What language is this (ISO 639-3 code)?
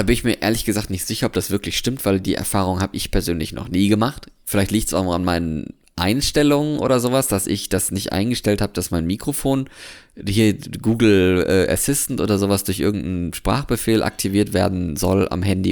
deu